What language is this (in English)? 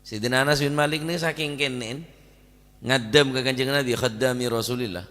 Madurese